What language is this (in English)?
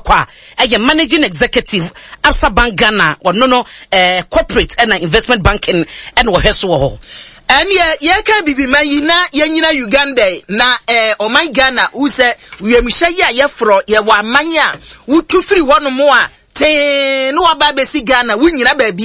Akan